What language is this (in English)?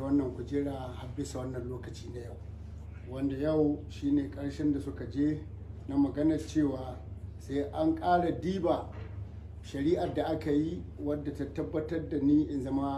Hausa